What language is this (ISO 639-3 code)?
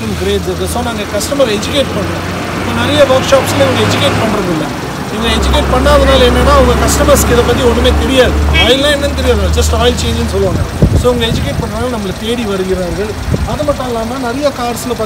tam